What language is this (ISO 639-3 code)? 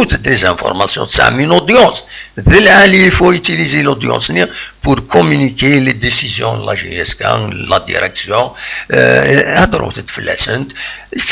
kab